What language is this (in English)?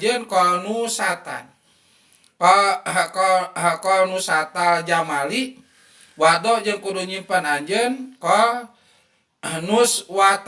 Sundanese